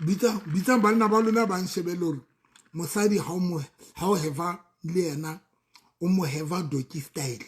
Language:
Southern Sotho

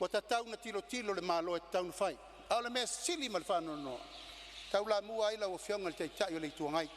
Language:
Samoan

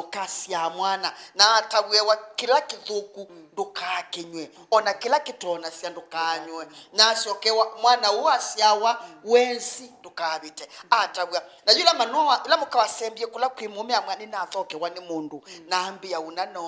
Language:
Kamba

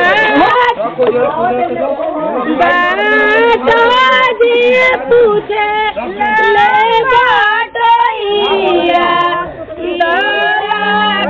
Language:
Bhojpuri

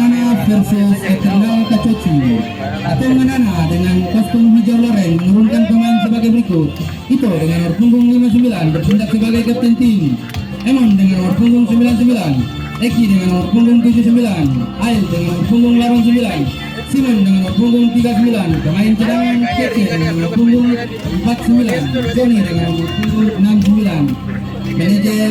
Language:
Ambonese Malay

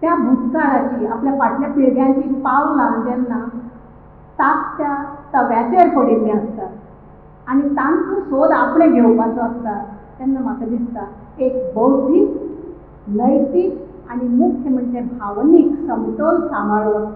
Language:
Konkani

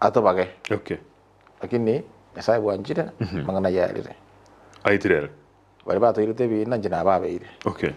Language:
Gusii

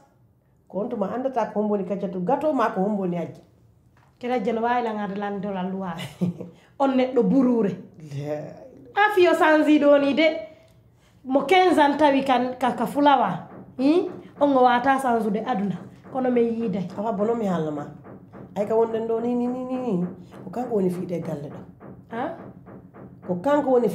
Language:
Pular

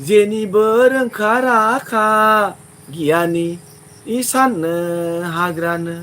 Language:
Bodo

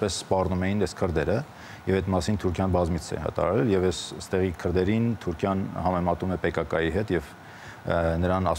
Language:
Armenian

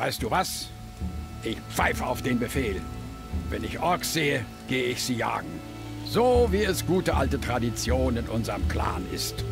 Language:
Bavarian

